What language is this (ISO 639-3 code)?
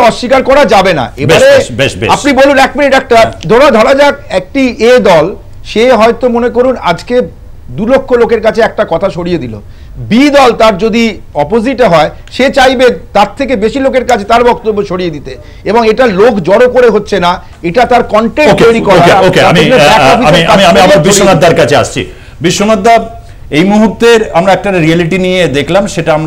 ben